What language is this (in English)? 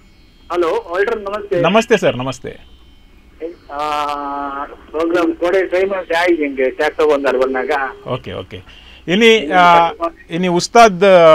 Kannada